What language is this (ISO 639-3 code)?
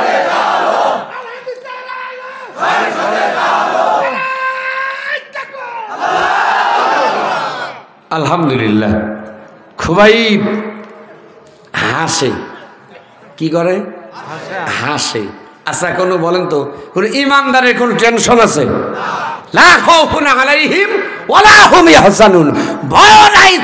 ben